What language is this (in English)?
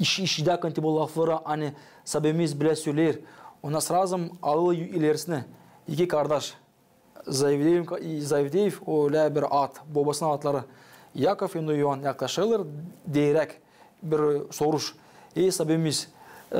Gagauz